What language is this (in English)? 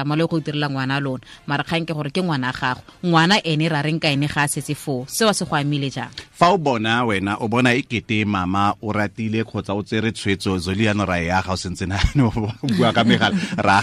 Tswana